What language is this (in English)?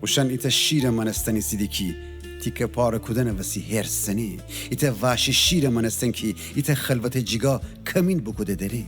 Gilaki